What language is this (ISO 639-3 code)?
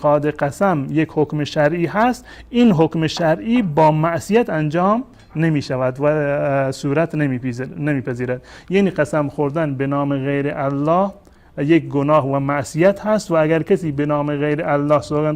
fas